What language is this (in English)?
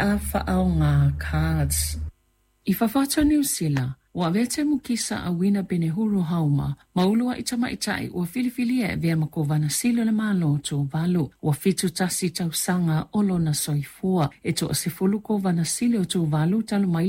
Samoan